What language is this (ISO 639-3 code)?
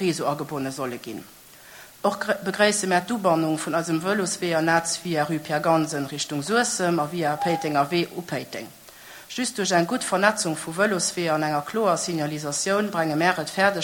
ltz